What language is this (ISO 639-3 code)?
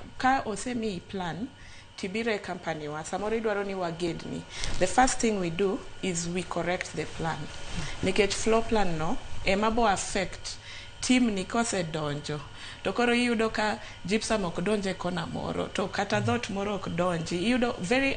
luo